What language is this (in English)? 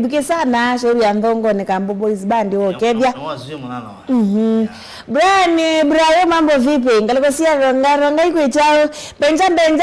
Kamba